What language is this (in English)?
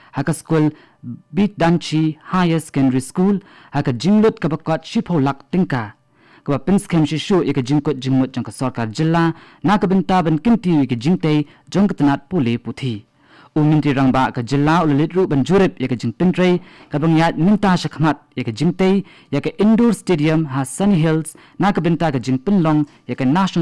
Khasi